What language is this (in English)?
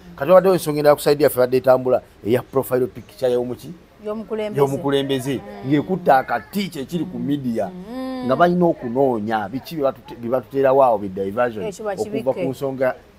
Ganda